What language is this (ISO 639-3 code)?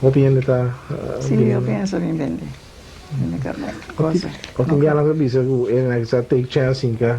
pap